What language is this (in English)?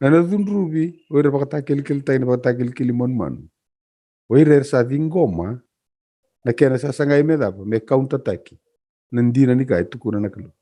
Fijian